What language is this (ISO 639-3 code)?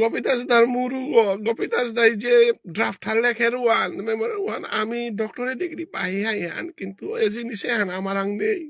bpy